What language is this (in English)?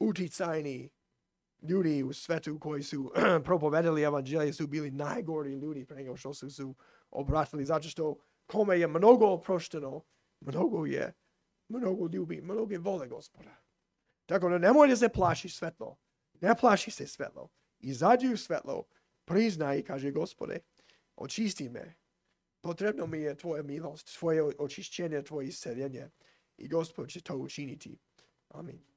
Serbian